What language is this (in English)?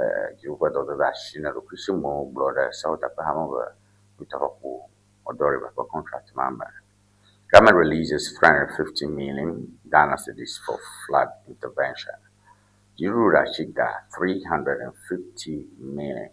Ewe